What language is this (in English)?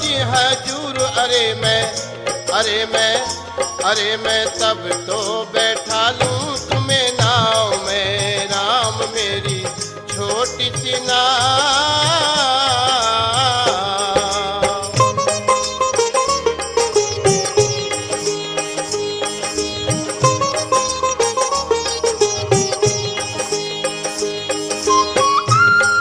Hindi